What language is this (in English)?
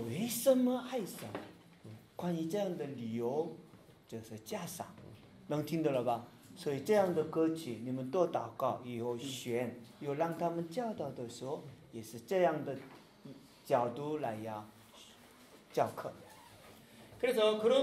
Korean